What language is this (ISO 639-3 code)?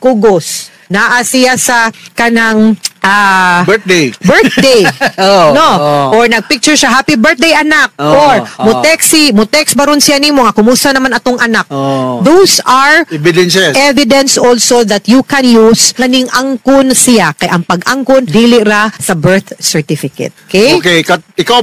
ceb